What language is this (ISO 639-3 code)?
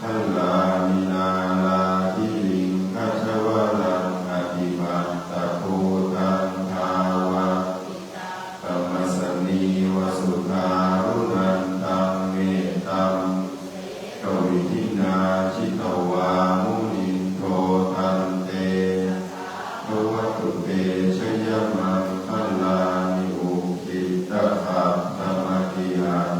pli